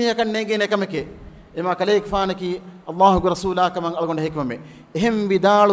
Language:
Divehi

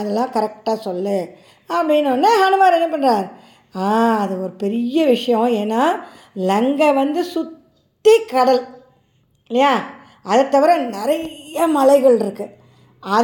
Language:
Tamil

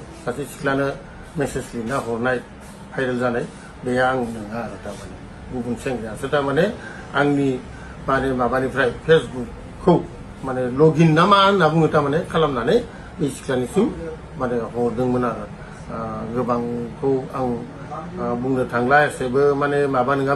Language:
Bodo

